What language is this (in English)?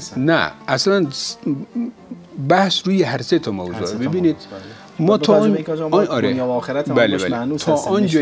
Persian